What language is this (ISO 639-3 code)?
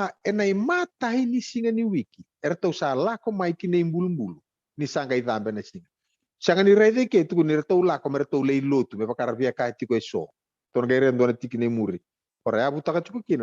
fij